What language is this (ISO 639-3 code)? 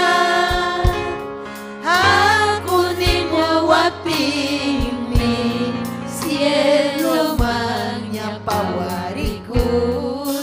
quy